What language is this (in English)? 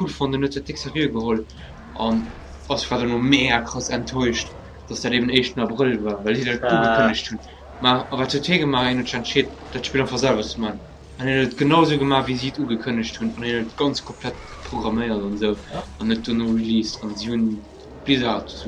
Luxembourgish